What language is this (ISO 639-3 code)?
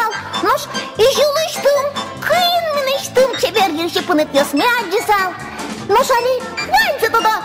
udm